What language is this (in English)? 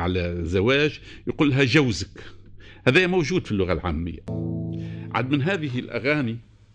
Tunisian Arabic